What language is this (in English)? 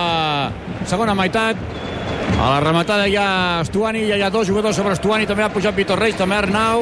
Catalan